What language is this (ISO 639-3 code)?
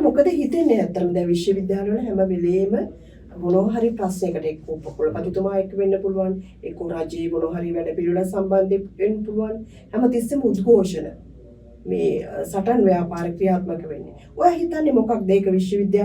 sin